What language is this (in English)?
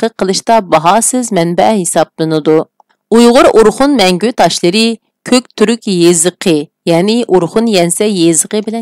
Uyghur